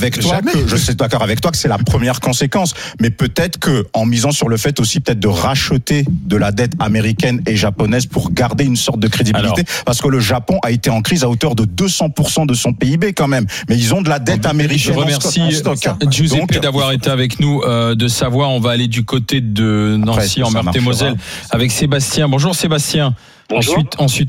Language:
French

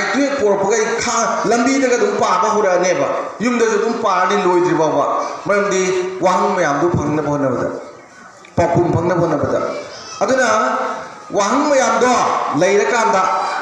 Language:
Manipuri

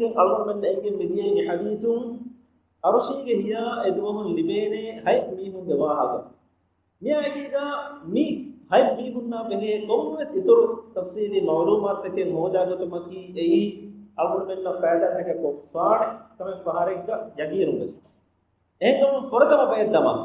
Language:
Divehi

